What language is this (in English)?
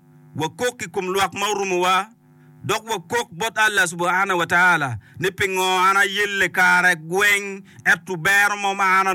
Acoli